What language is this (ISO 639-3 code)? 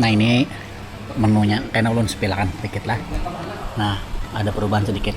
bjn